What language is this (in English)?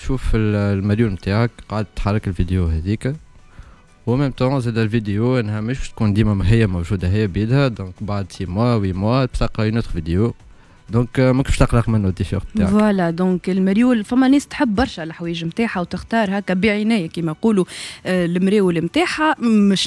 Tunisian Arabic